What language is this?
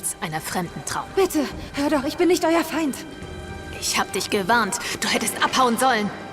Swiss German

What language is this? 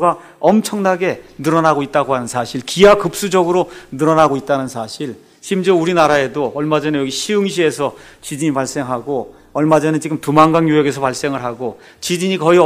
Korean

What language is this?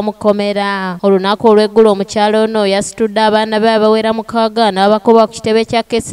Ganda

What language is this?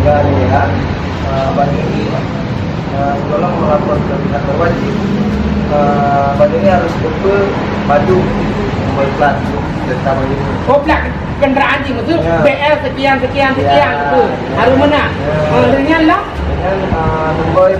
Achinese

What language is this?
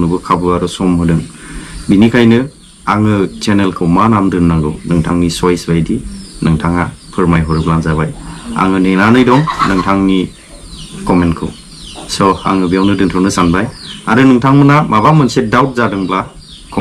Bodo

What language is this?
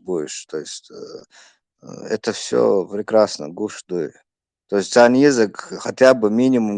Chechen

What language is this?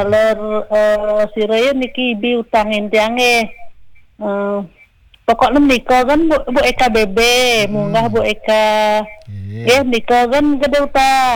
Balinese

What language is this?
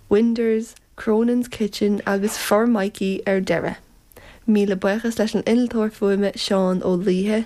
Irish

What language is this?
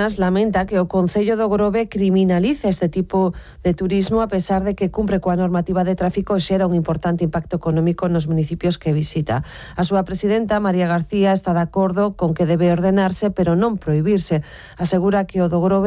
Galician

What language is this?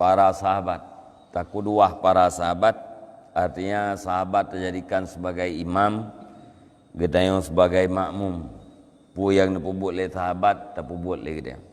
Achinese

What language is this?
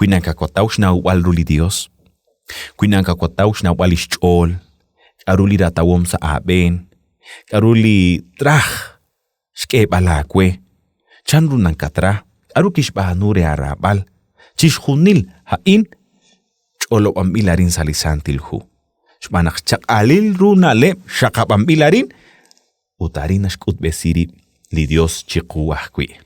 Kekchí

